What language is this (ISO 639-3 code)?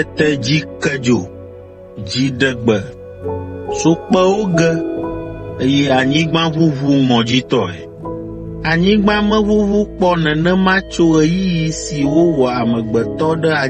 ewe